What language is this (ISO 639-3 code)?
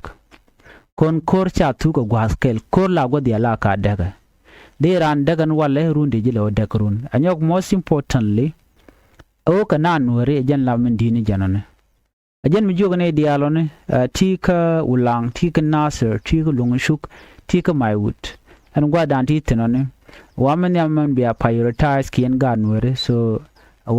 nus